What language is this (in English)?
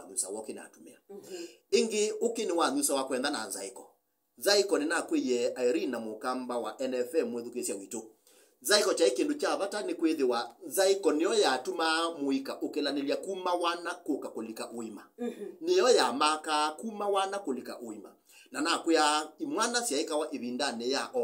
Kamba